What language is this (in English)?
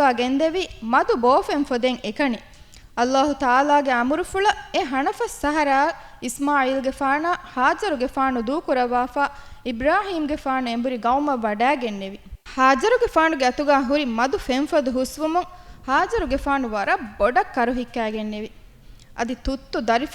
Divehi